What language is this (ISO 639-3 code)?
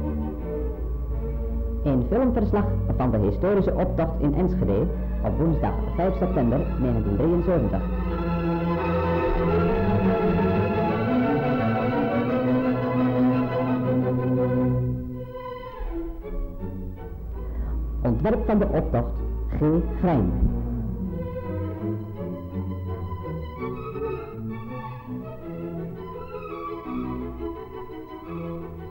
nld